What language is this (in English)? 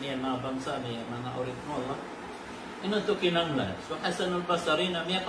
Maranao